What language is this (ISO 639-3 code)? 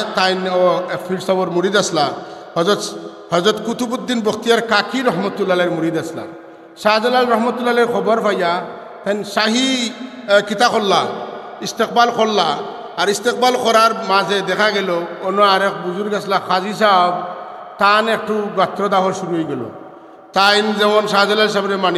syl